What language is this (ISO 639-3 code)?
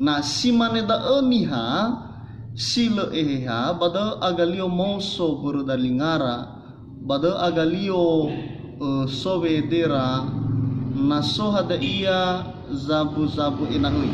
nia